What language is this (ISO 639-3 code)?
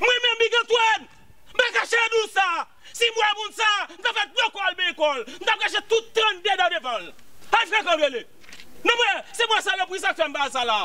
hat